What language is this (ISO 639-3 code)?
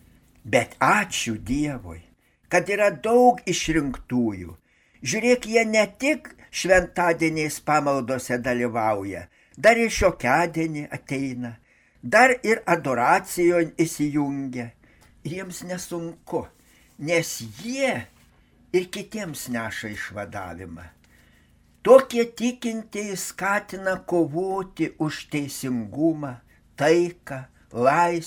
lit